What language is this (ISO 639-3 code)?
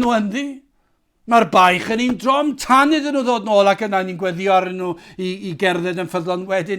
cym